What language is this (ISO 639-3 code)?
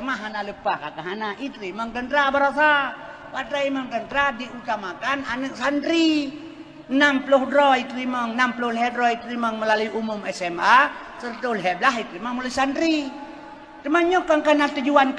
ace